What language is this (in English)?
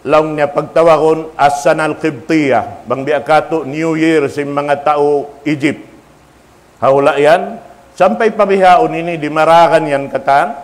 Tausug